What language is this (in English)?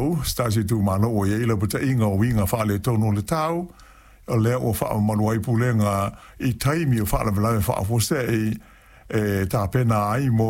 Samoan